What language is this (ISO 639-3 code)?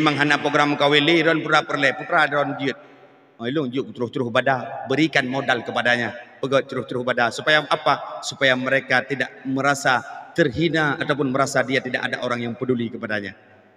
ace